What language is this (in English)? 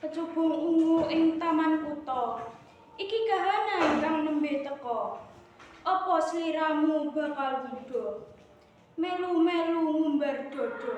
Javanese